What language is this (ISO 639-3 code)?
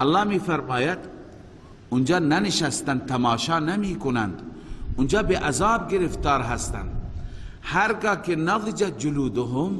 fas